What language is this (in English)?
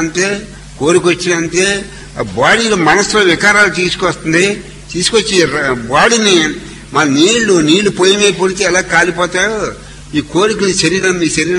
Telugu